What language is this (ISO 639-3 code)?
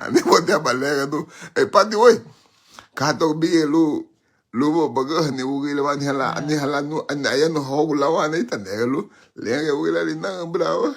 cab